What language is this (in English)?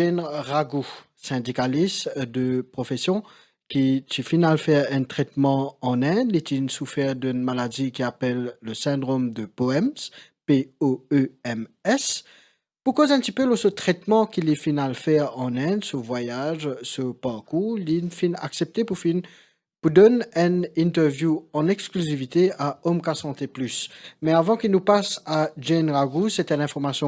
Morisyen